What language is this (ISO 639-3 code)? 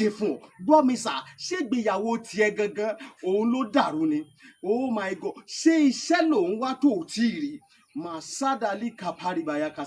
yor